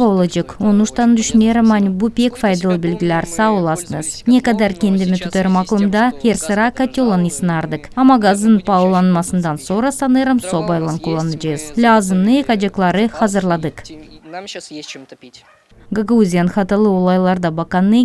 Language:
Gagauz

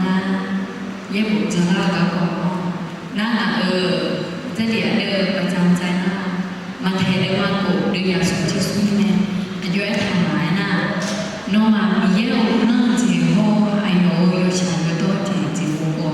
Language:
Akha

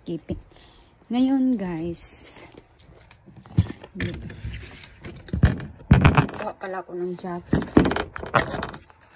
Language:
Filipino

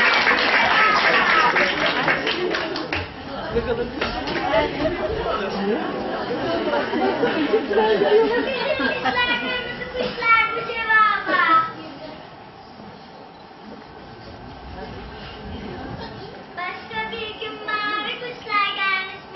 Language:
Turkish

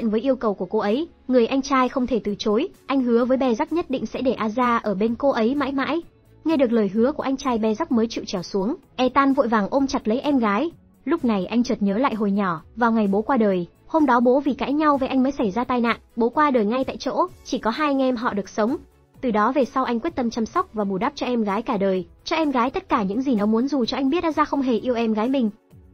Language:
Vietnamese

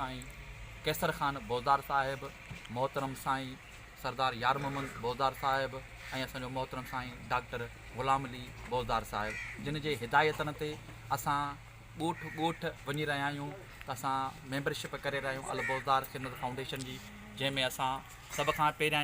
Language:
Sindhi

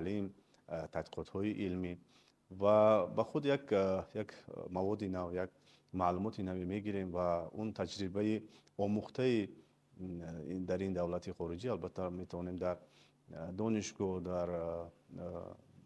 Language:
Tajik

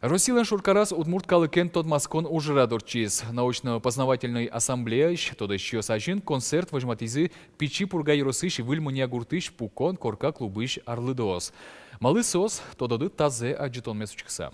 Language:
Udmurt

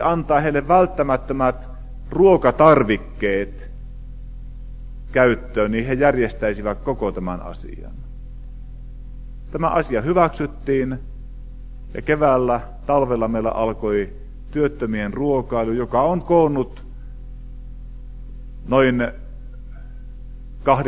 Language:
Finnish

